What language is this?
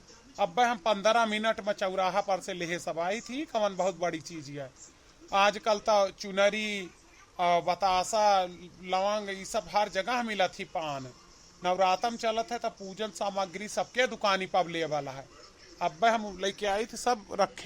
Awadhi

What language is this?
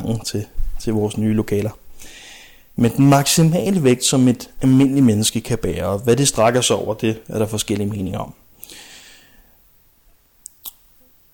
Danish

